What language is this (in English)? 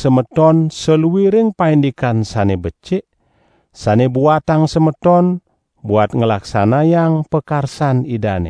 Balinese